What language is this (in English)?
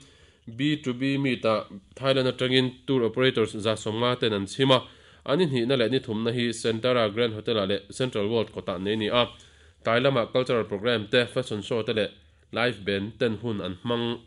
Mizo